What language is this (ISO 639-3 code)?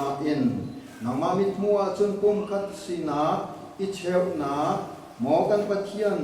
cnh